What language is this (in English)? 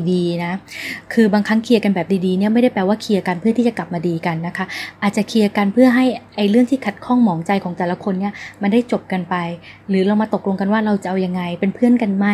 Thai